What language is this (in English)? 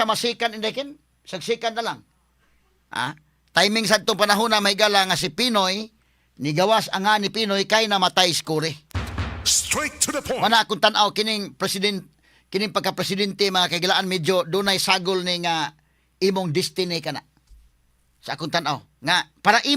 Cebuano